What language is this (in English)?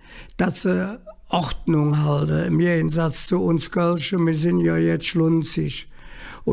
Colognian